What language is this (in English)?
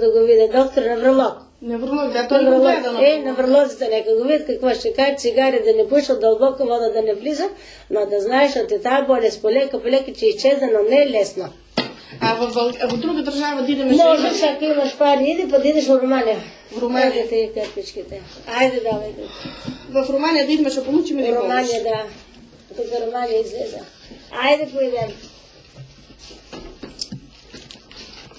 Bulgarian